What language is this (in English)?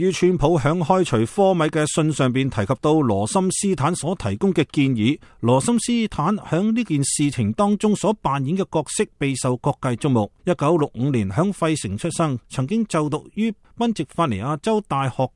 Cantonese